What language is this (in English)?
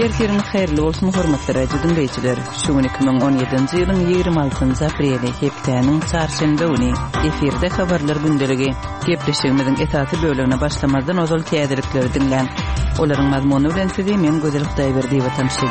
Kyrgyz